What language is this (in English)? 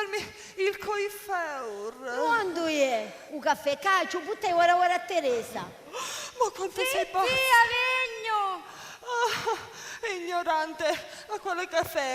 Sicilian